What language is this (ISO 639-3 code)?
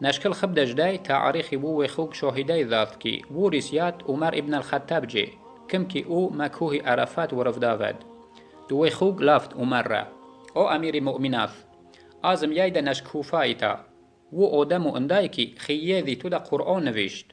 yah